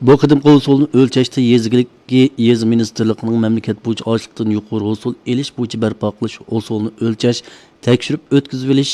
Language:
Uyghur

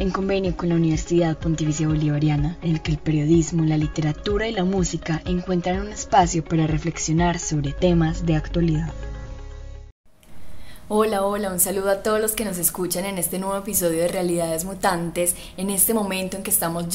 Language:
Spanish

